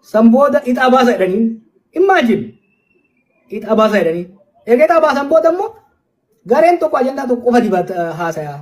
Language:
Oromo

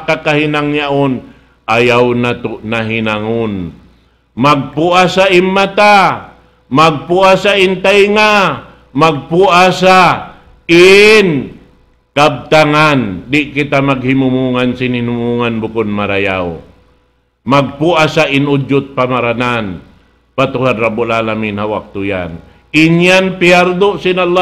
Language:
Tausug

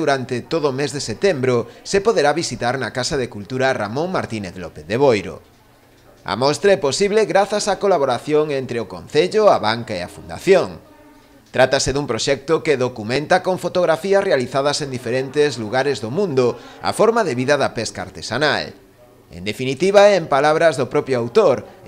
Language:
Galician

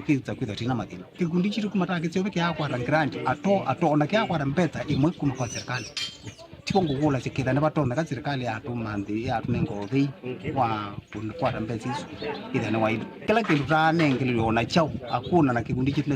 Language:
Kamba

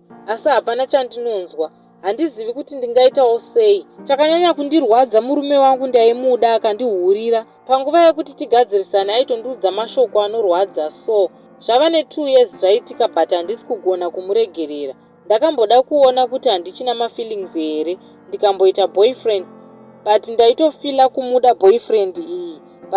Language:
Shona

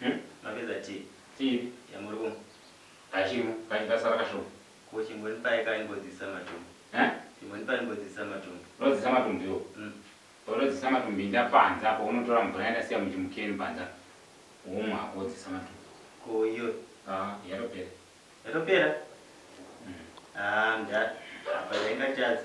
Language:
Shona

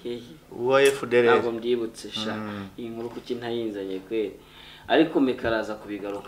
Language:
Kinyarwanda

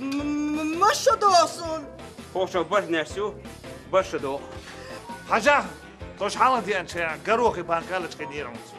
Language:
Chechen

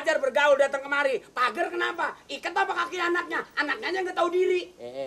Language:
Betawi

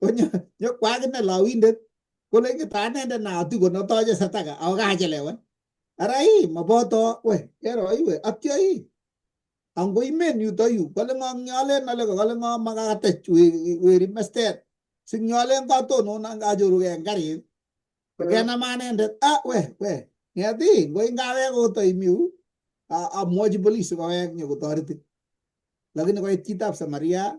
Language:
Kalenjin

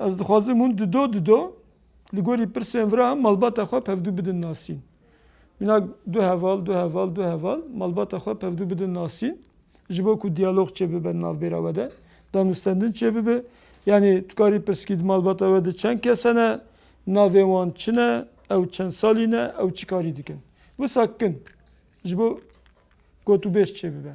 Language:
Kurdish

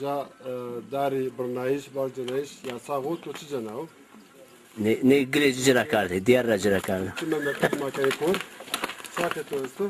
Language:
Zaza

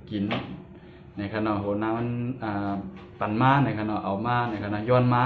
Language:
Shan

